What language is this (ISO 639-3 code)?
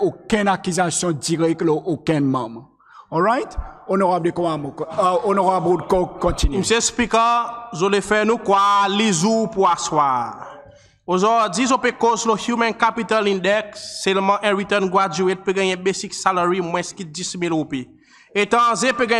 crs